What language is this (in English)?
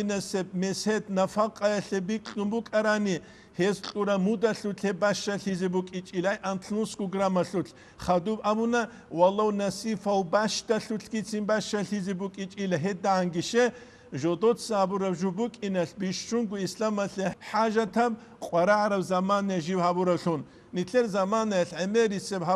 Avaric